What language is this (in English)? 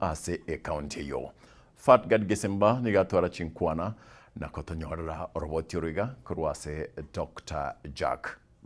Gusii